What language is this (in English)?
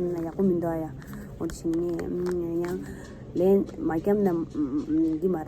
Tibetan